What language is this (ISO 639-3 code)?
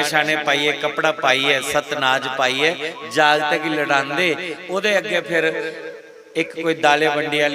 doi